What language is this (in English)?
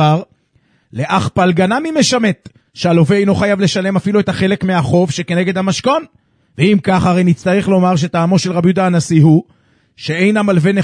Hebrew